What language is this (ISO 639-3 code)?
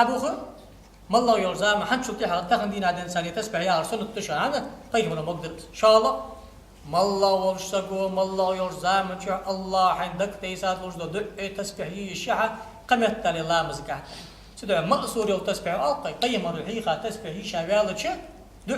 inh